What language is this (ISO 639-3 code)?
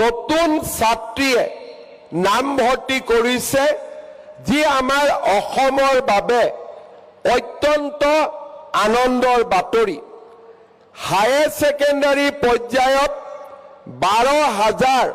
asm